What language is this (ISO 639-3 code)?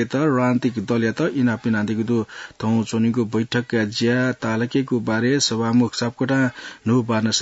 new